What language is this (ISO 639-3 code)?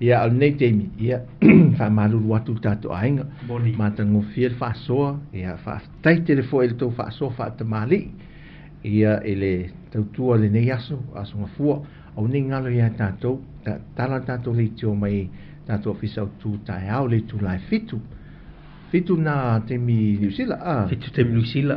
smo